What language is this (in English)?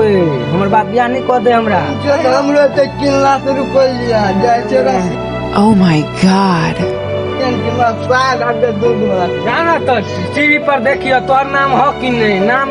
Maithili